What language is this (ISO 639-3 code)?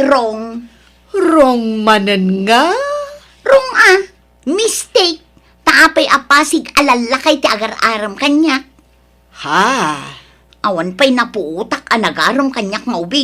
ilo